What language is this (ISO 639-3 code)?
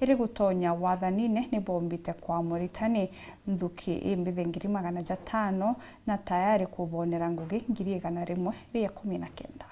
mer